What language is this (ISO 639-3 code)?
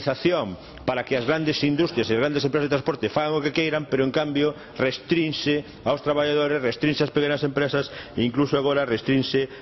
glg